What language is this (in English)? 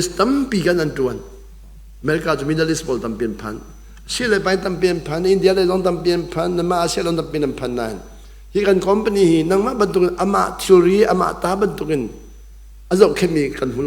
Hakha Chin